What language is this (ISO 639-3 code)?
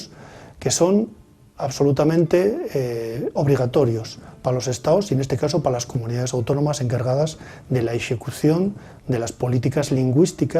ast